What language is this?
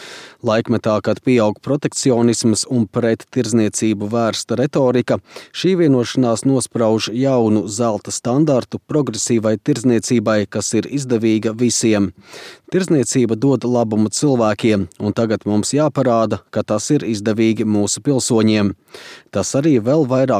Latvian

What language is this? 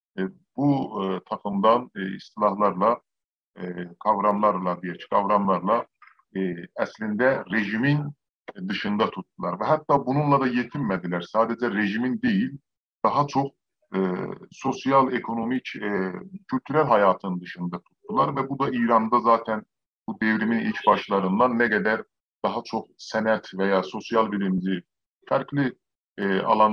South Azerbaijani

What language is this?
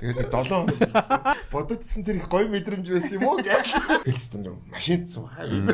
Mongolian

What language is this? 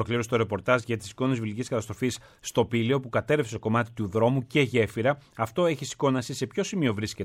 Greek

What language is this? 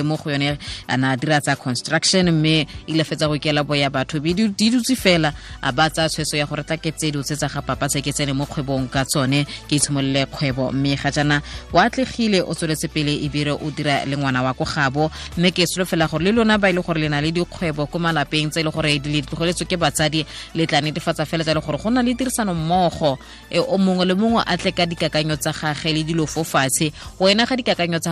Tswana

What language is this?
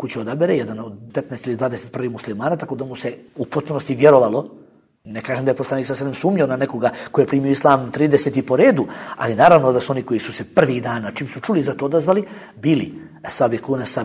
Bosnian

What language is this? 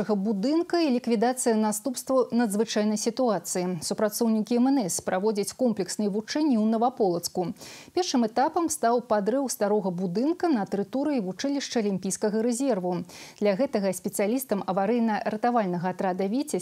Belarusian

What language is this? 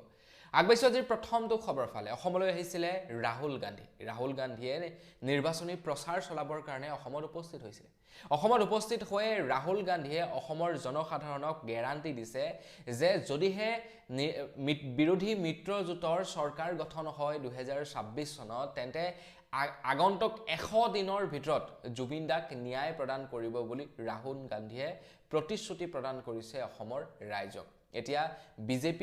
Assamese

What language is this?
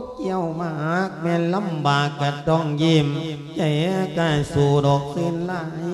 Lao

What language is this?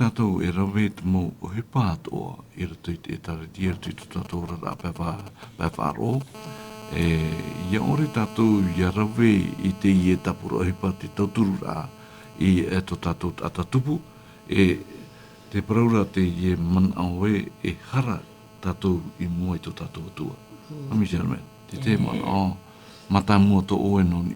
Tahitian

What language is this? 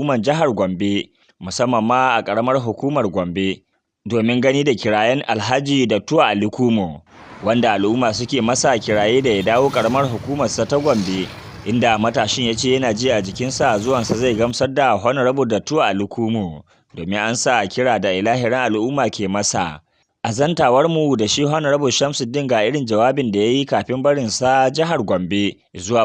Hausa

